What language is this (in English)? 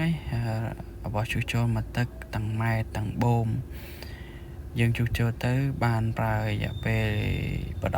Khmer